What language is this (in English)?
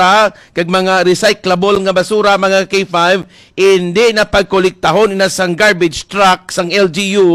Hiligaynon